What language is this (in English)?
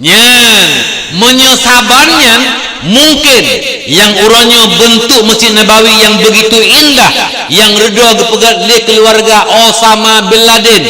Achinese